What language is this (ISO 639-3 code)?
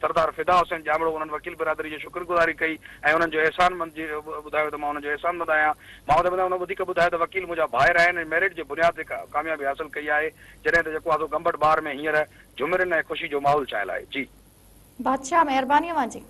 snd